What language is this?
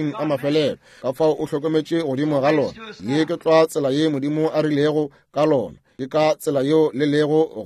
Northern Sotho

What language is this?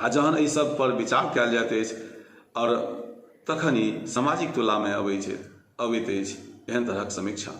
Maithili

